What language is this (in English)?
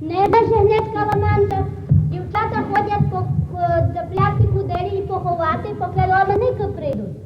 Rusyn